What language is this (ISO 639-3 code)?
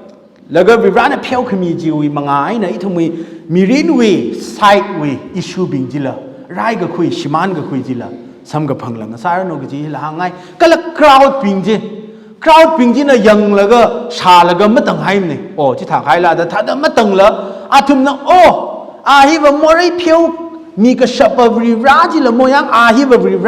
nmf